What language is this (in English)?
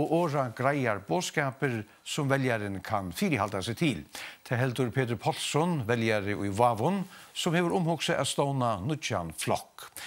Faroese